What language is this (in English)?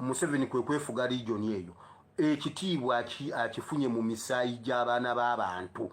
Ganda